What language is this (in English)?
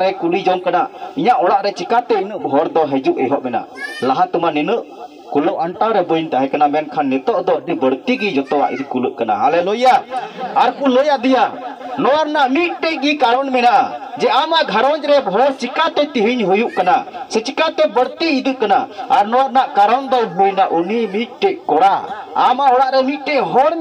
Santali